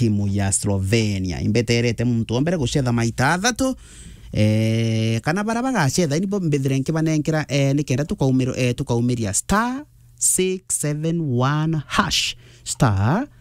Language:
Meru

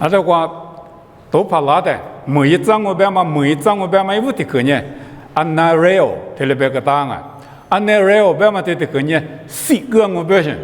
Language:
Lisu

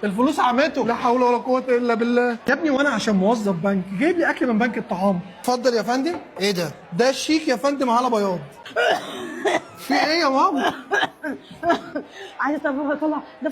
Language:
Egyptian Arabic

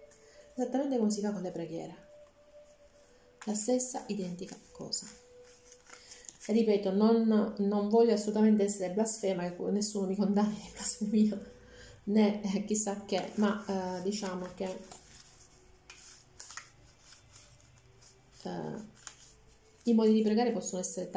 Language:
Italian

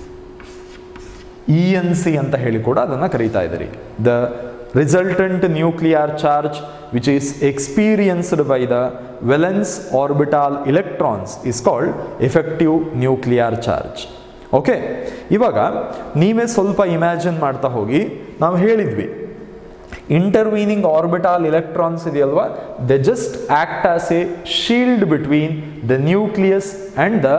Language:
Kannada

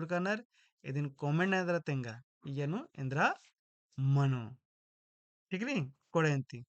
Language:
Kurukh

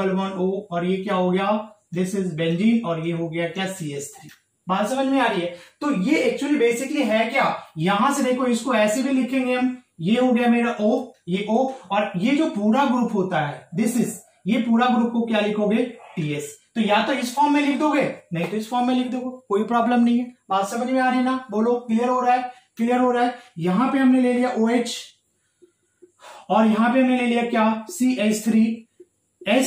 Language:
Hindi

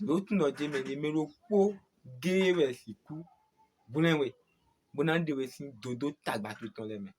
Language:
Fon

